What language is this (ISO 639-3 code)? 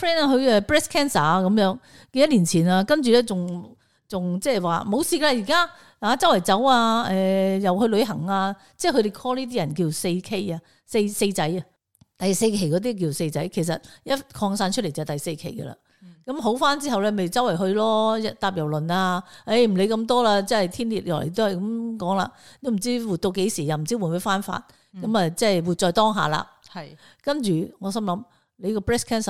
yue